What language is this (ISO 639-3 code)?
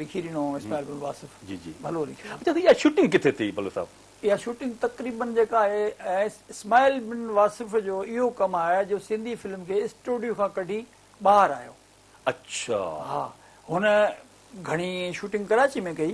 snd